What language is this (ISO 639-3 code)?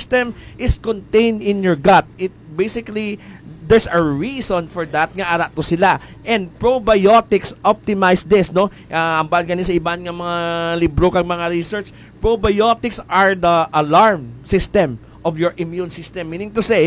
hil